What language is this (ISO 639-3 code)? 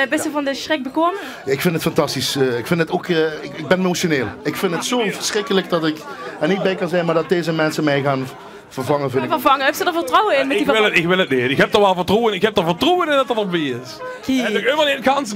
lim